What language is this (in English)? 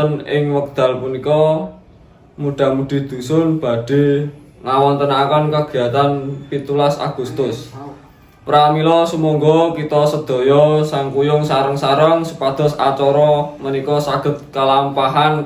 Javanese